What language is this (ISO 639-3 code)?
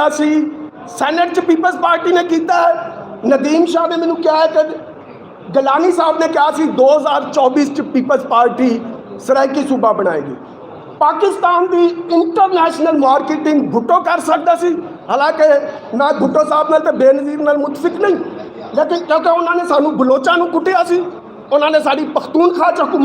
skr